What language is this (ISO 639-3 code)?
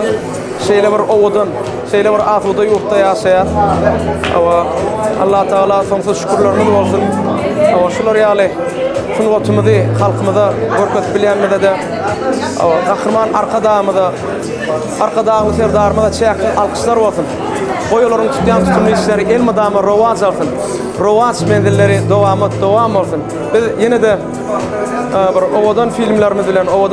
tuk